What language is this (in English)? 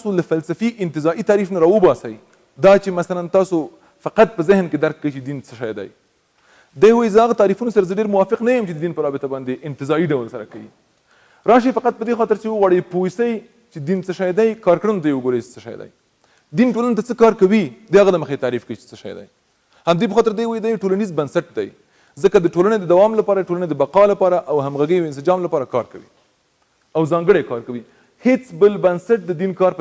Pashto